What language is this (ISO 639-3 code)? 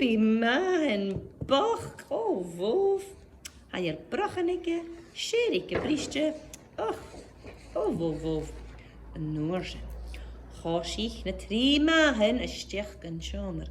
gla